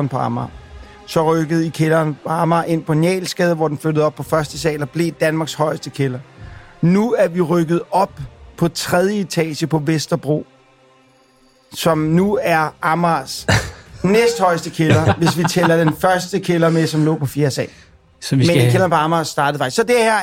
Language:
Danish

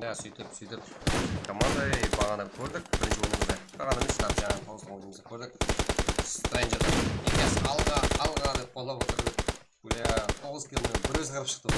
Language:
Kara-Kalpak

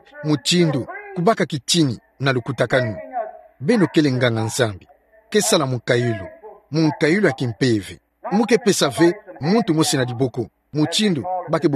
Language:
Kituba (Democratic Republic of Congo)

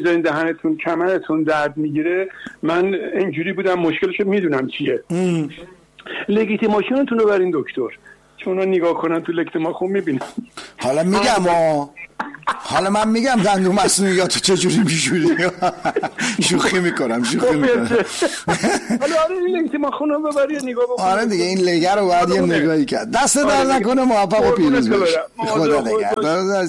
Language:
Persian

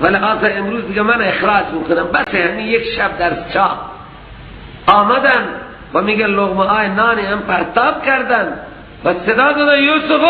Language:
Persian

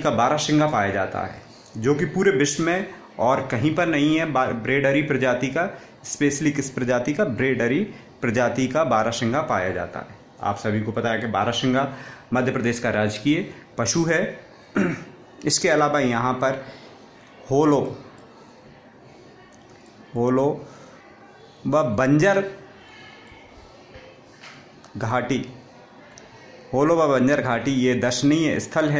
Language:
Hindi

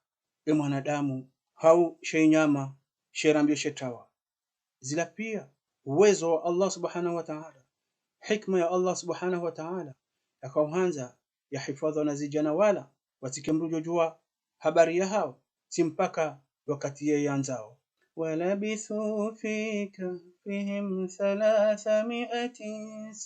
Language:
Ngazidja Comorian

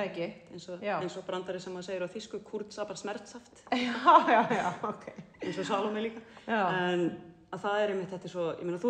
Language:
Icelandic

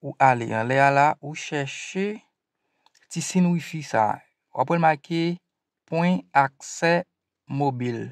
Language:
Haitian Creole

